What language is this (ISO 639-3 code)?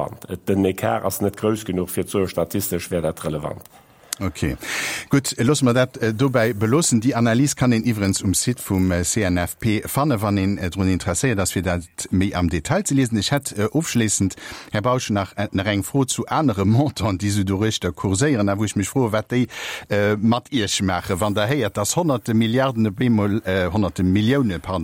ltz